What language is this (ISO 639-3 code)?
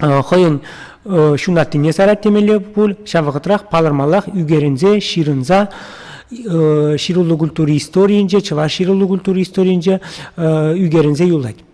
chv